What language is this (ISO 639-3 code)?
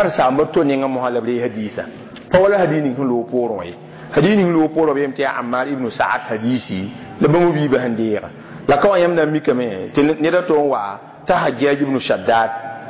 mos